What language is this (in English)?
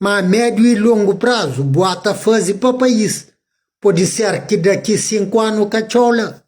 Kabuverdianu